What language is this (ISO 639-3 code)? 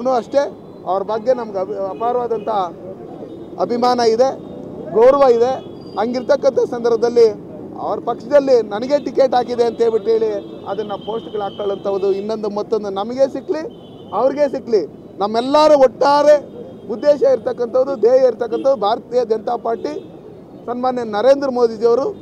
kan